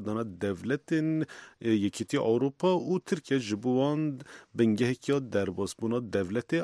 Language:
Kurdish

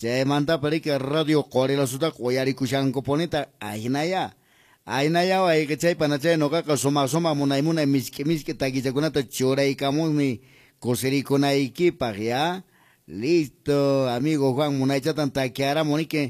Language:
Quechua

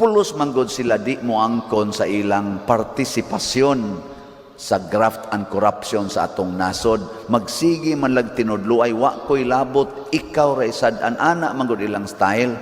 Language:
Cebuano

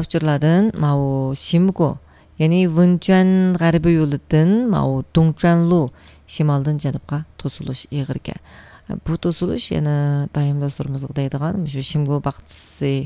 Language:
Uyghur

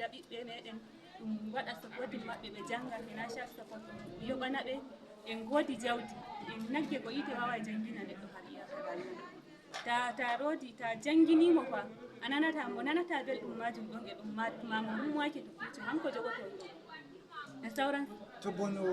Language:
Nigerian Fulfulde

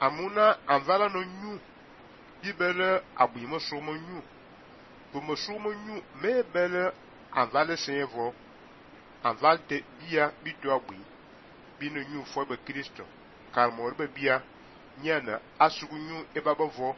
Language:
Fang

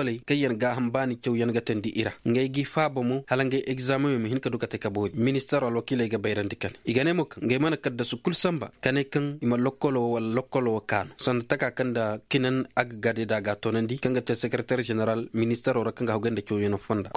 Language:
Koyraboro Senni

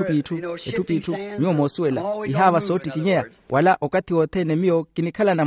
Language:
Makhuwa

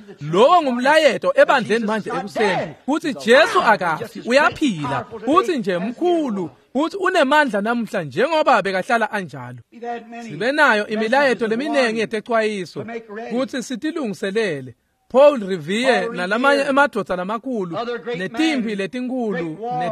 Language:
Swati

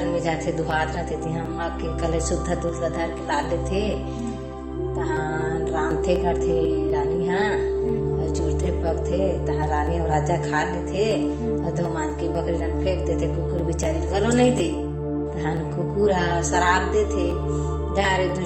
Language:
Chhattisgarhi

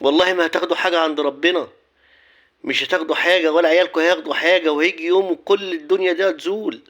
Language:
Egyptian Arabic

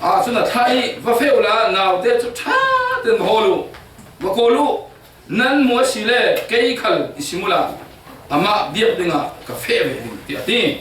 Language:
Falam Chin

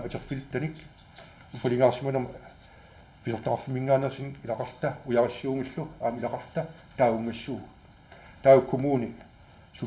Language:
Kalaallisut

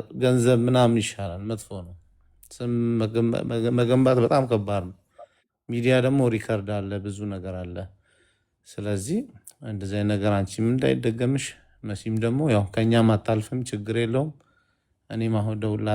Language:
Amharic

